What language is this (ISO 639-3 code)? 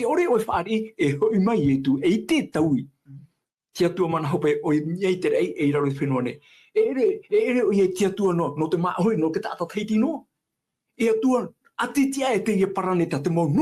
tah